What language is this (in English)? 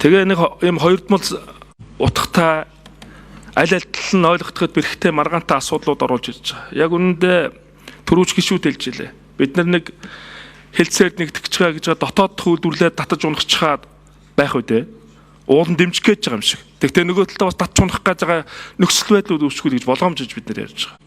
Mongolian